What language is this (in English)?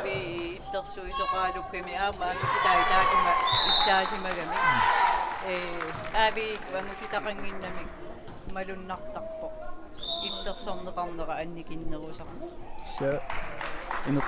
Kalaallisut